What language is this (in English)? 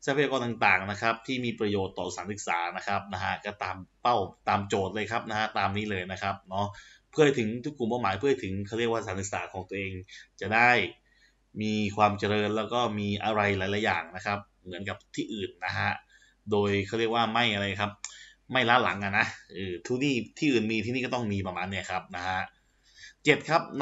Thai